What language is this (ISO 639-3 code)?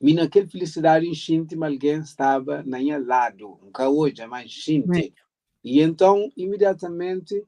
kea